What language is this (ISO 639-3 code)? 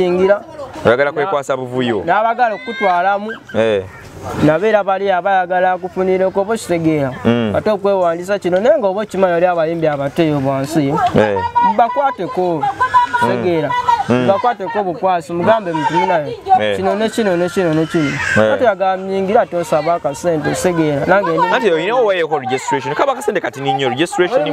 lug